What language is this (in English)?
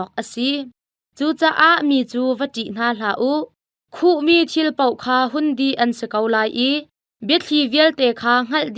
Hakha Chin